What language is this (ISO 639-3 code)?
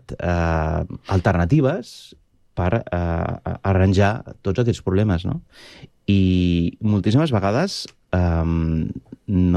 cat